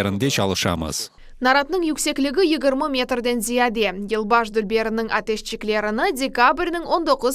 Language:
Crimean Tatar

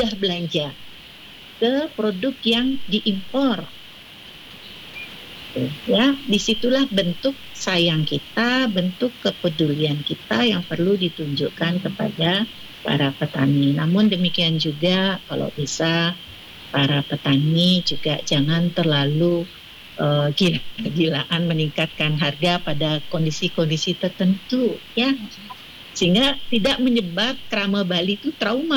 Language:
Indonesian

